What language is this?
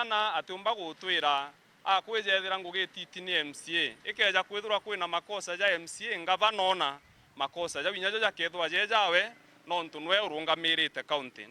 Meru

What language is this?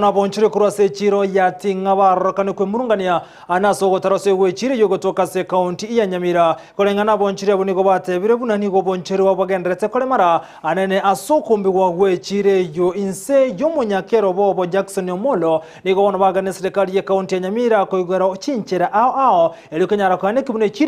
Gusii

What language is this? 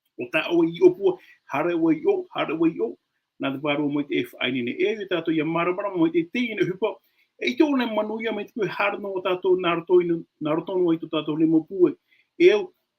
Tahitian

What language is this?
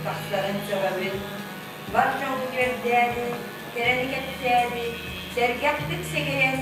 Yakut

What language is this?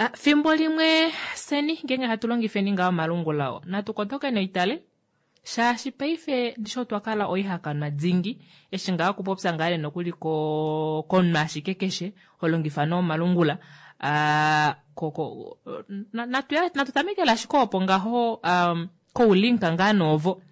Kuanyama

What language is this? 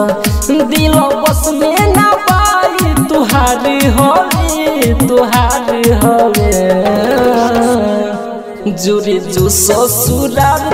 Bhojpuri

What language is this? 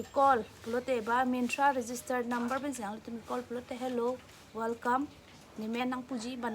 Karbi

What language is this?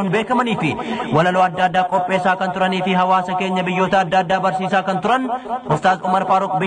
Oromo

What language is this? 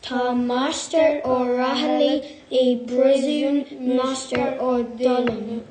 Irish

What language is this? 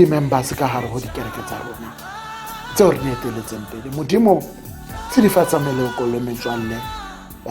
Tswana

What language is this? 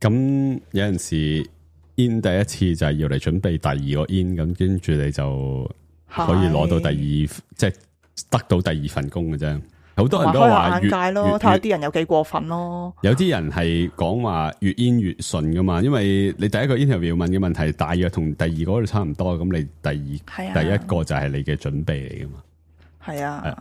Cantonese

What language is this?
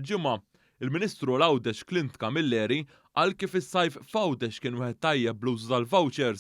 Maltese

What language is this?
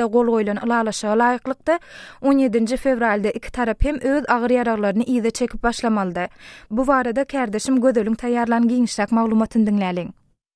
Turkmen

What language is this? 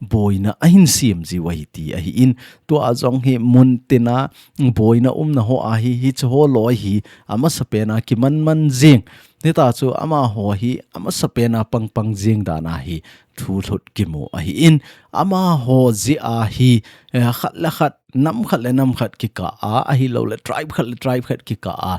Thado Chin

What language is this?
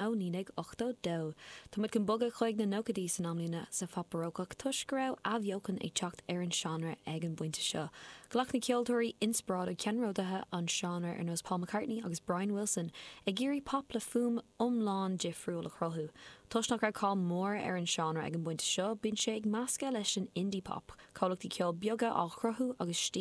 Irish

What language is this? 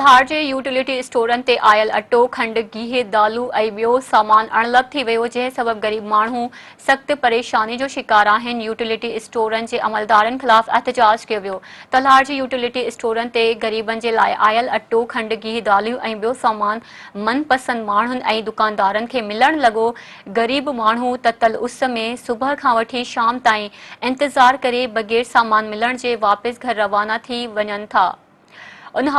Sindhi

